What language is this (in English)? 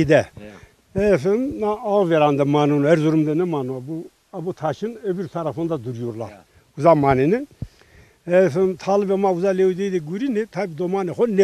Zaza